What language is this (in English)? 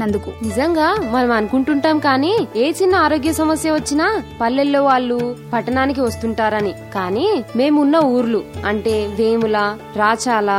Telugu